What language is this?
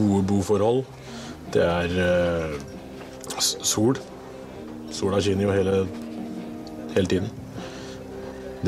Norwegian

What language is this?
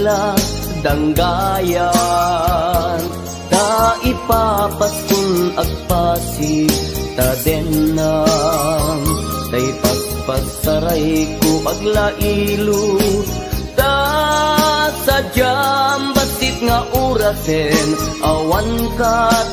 Iloko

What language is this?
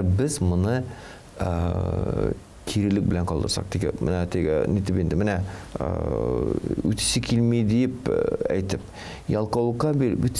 Tatar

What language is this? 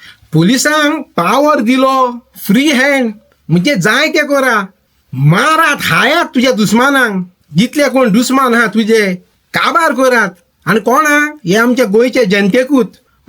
Konkani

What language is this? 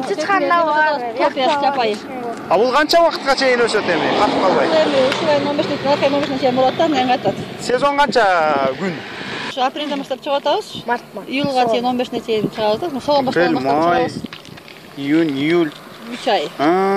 Kyrgyz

